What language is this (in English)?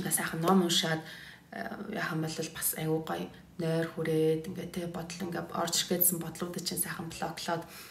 Mongolian